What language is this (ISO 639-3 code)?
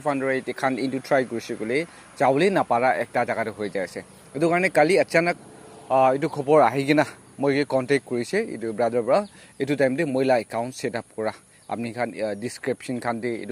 nag